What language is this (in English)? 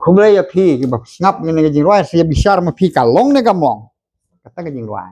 Khasi